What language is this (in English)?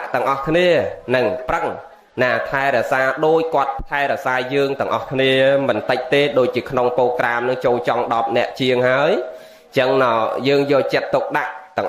Khmer